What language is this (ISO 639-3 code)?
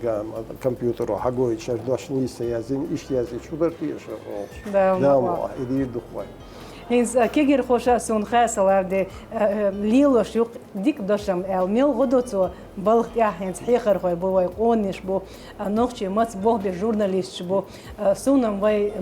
che